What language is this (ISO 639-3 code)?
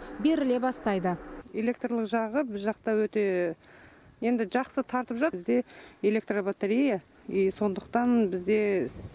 kaz